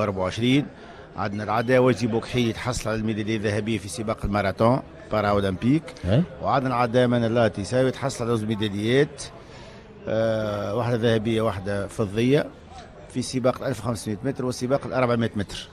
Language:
Tunisian Arabic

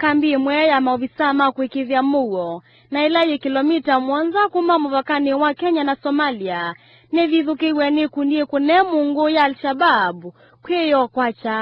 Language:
Kamba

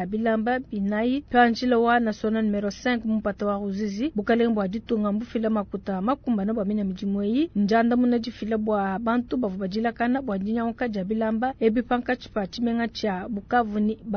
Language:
Luba-Lulua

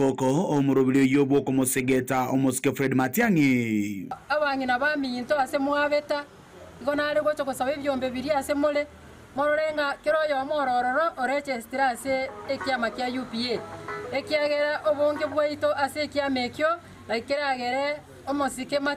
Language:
Gusii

